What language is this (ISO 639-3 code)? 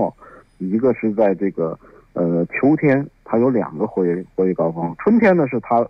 zho